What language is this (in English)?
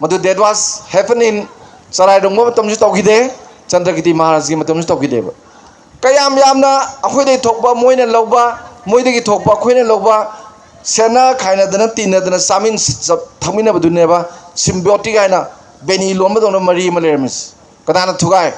Manipuri